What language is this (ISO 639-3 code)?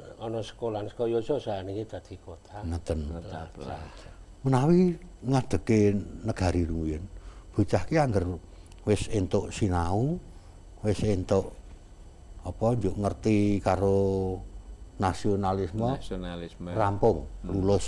jav